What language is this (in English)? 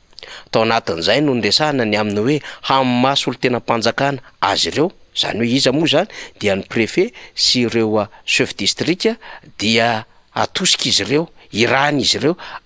Malagasy